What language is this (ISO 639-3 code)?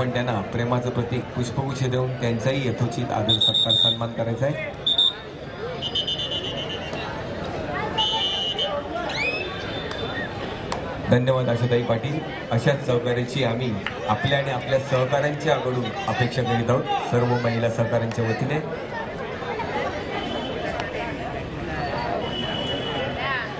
mar